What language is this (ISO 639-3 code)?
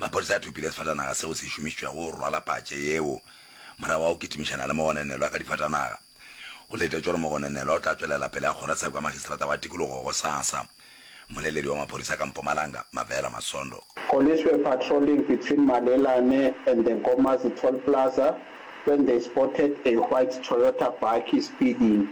nso